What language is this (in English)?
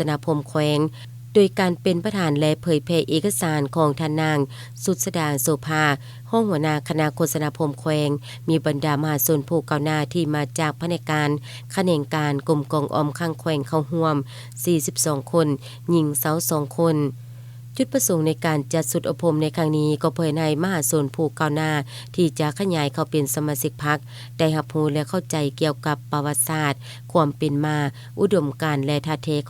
Lao